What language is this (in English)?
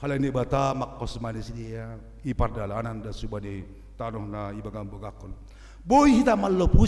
Batak Simalungun